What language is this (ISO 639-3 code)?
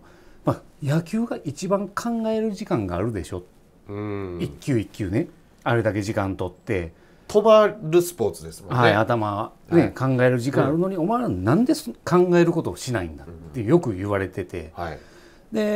jpn